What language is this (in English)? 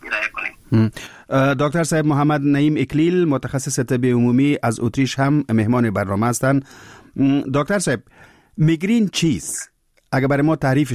Persian